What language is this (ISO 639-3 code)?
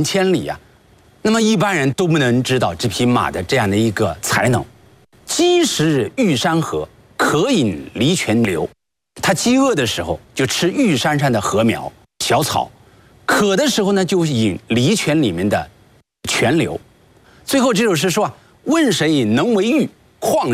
zho